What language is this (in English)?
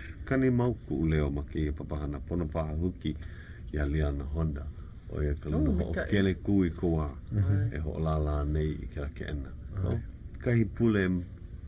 Hawaiian